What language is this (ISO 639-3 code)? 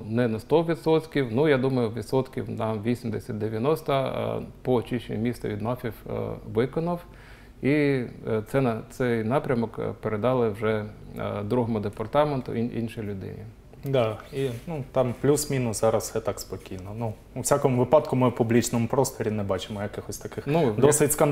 ukr